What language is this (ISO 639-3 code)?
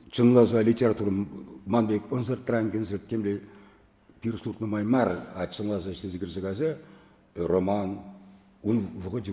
chv